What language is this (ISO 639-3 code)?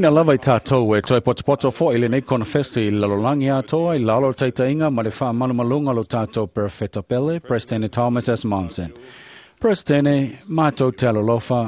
smo